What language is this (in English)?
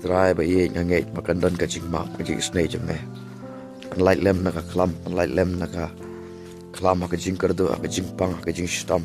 Khasi